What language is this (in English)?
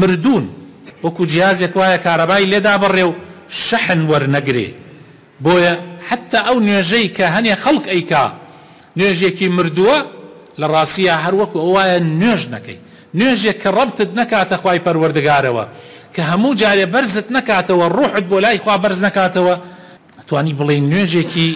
Central Kurdish